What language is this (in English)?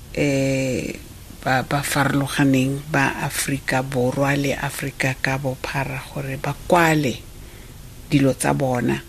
Tswana